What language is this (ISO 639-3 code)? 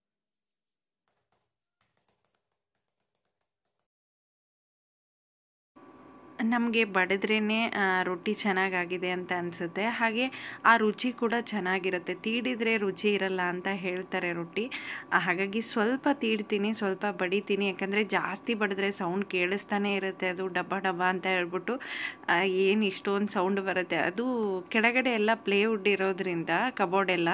kan